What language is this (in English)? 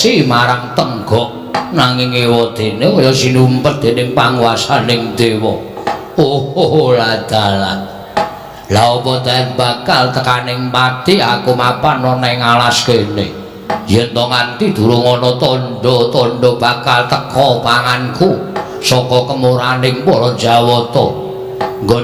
Javanese